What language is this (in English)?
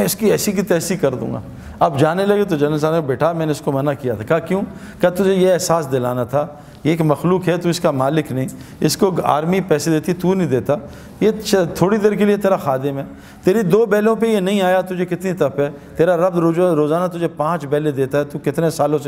Urdu